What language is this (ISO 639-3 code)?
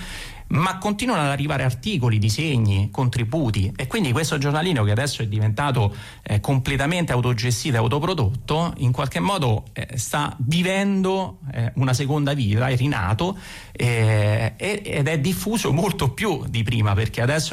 ita